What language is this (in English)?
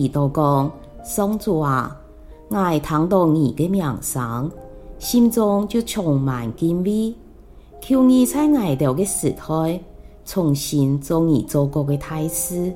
Hakka Chinese